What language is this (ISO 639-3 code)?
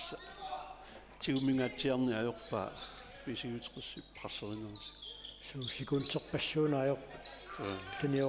kal